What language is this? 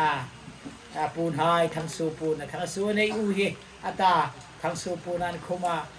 Hmar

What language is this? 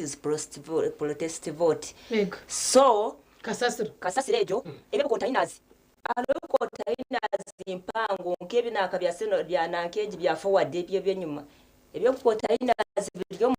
Nyankole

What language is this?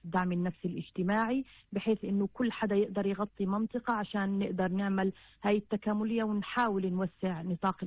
North Levantine Arabic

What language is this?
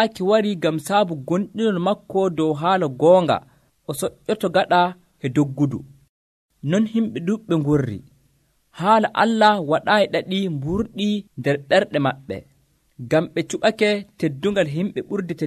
Nigerian Fulfulde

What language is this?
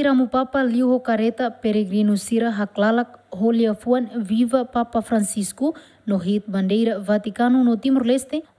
Tetum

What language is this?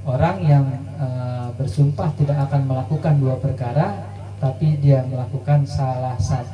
Betawi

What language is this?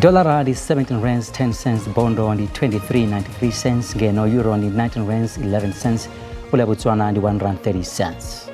Venda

